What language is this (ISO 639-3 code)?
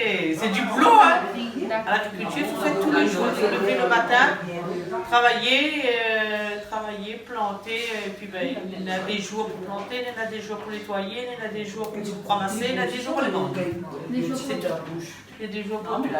rcf